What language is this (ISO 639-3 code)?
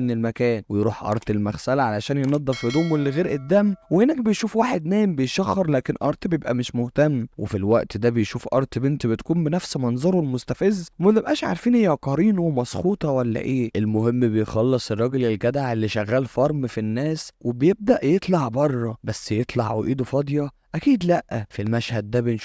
arz